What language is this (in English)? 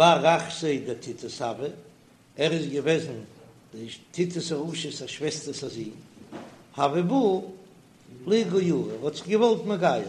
Yiddish